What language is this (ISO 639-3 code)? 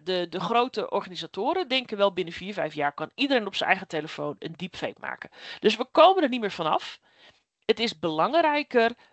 nld